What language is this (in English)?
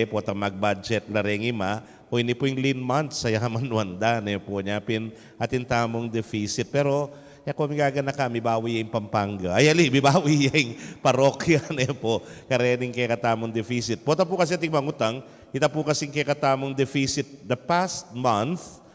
Pampanga